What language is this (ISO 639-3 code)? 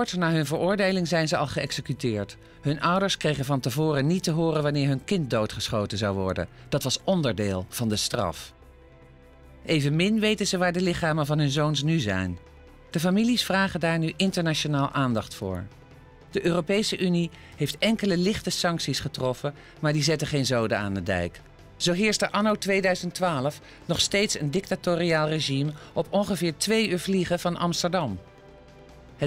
nld